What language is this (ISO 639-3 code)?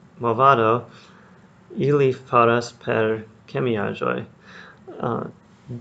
epo